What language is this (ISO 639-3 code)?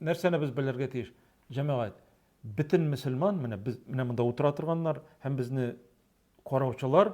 tat